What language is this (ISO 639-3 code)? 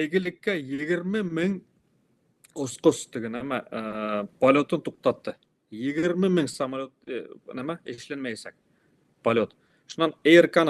bak